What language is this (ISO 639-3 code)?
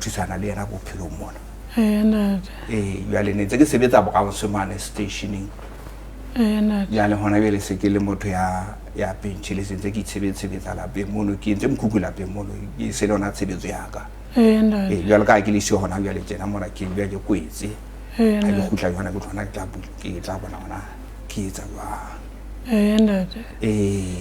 sot